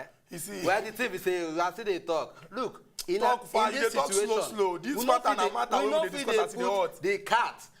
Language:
Nigerian Pidgin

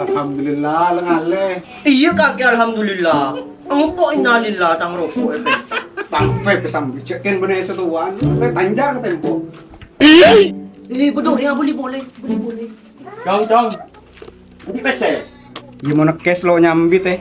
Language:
Madurese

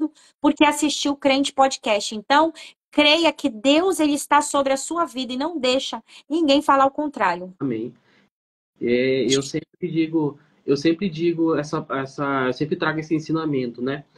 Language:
Portuguese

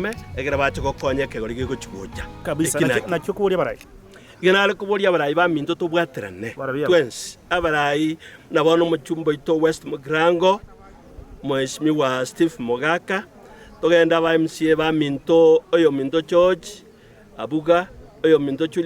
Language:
Gusii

